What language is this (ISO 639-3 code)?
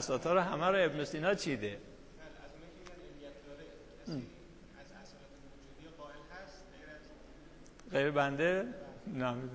fas